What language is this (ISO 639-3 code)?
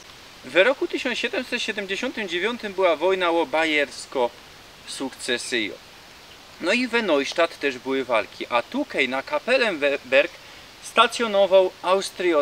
szl